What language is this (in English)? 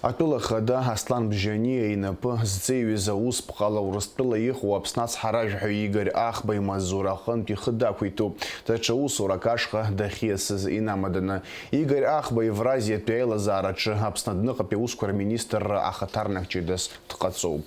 Abkhazian